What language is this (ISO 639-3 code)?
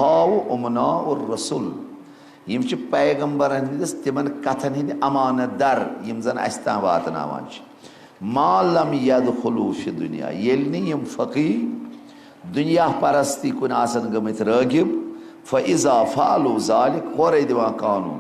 kas